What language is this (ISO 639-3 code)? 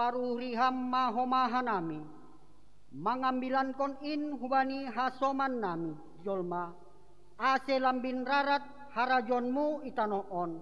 bts